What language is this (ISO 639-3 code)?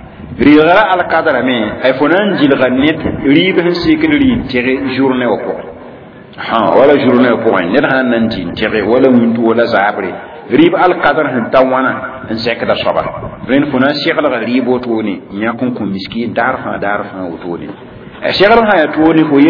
mos